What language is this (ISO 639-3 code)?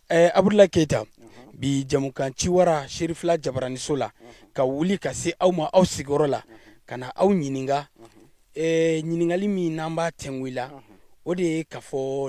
bam